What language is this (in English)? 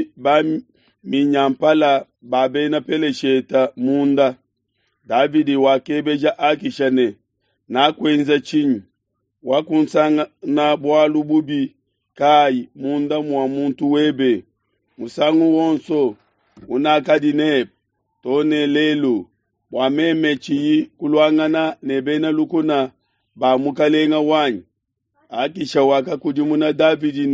Luba-Lulua